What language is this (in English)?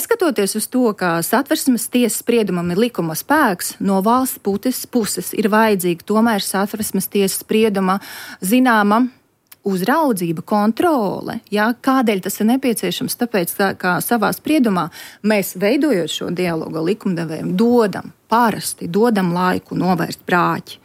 Latvian